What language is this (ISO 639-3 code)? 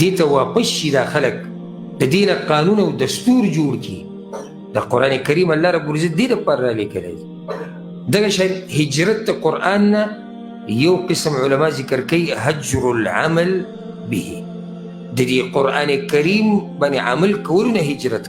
pus